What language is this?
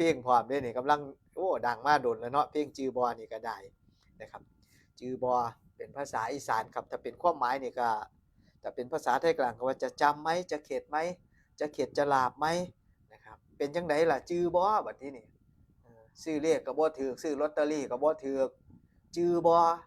Northeastern Thai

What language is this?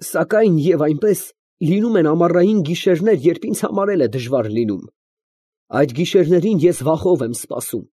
Armenian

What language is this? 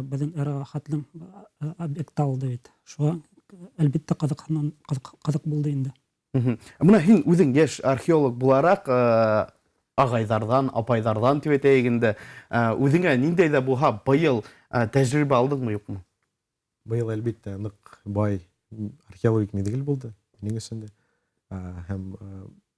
Bashkir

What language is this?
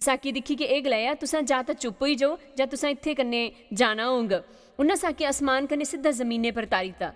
Dogri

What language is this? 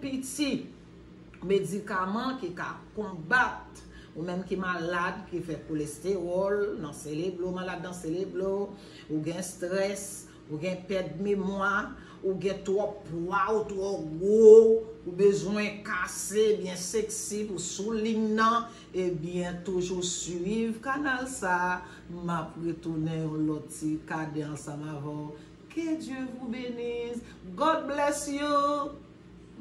Haitian Creole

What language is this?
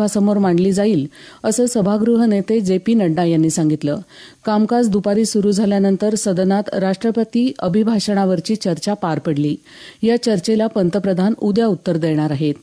Marathi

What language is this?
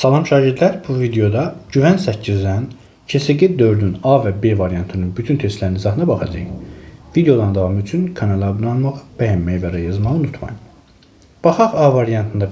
Azerbaijani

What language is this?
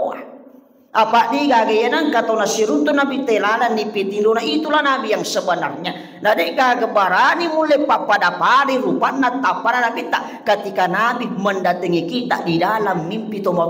Buginese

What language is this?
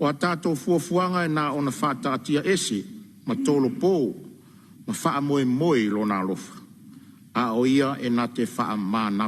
Samoan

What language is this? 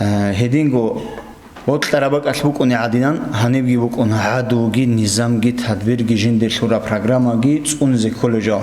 Avaric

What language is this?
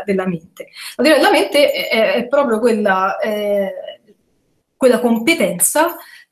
Italian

